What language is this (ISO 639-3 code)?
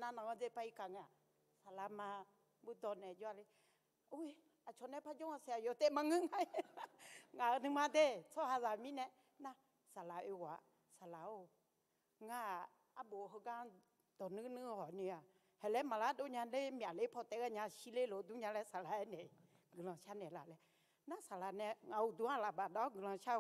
ahk